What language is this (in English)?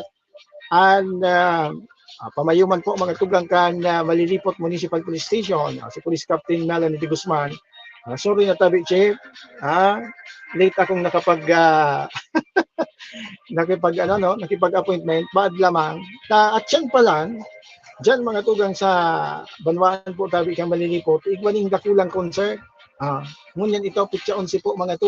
Bikol